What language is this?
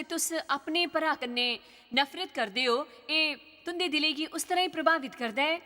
Dogri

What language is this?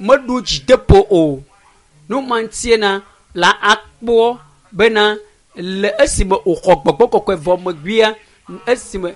Ewe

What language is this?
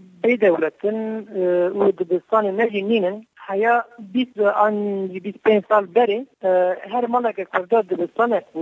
Kurdish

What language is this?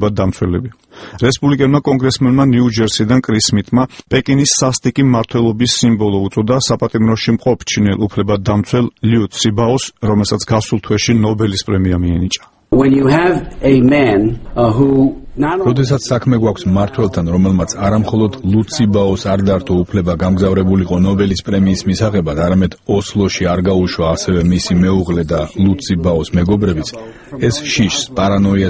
Georgian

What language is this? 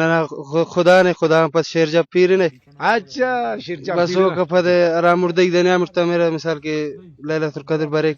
Brahui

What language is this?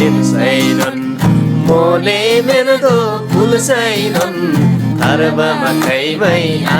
Eastern Tamang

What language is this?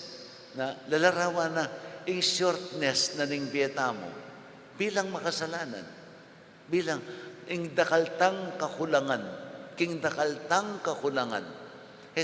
Pampanga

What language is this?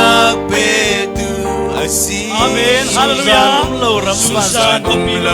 Falam Chin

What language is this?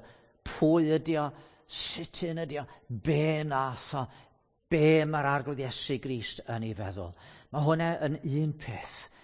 Welsh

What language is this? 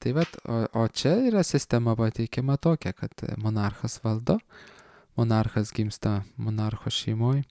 Lithuanian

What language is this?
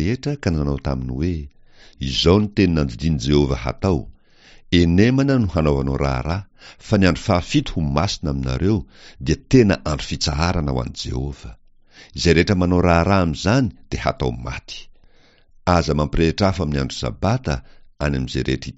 Malagasy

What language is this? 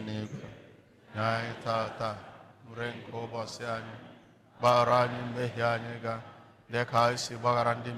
Igbo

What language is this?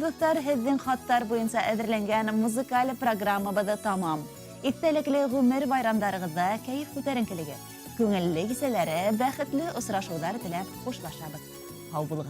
Bashkir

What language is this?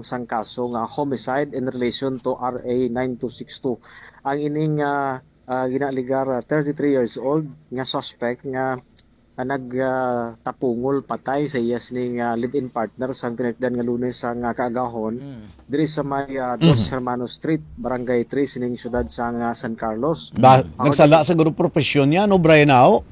Hiligaynon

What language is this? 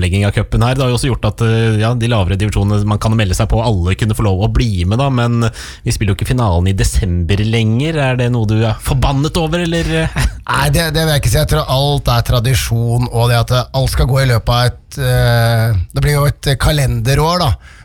Norwegian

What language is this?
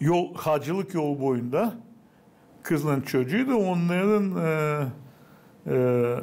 Gagauz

